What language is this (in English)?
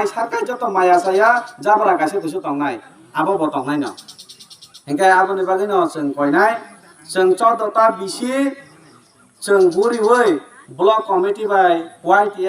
Kok Borok